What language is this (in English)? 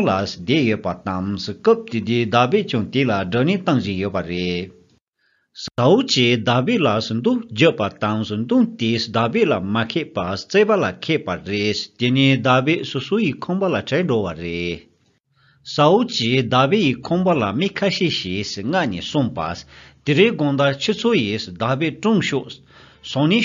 Tibetan